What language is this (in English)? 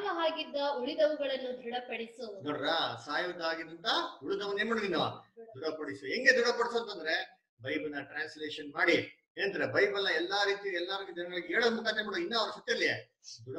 Kannada